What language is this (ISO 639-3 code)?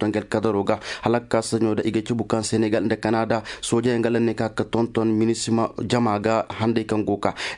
dje